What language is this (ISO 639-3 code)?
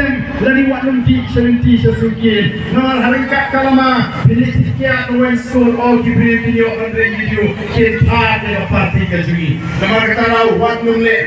kha